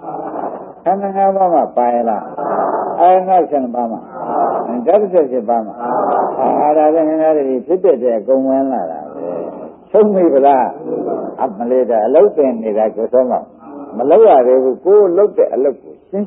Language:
Burmese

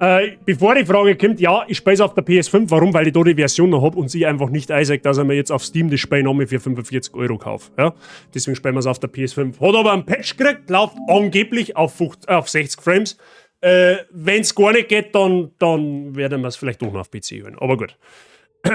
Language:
Bavarian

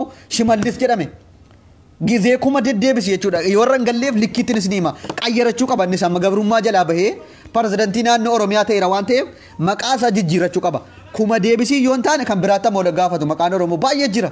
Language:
Oromo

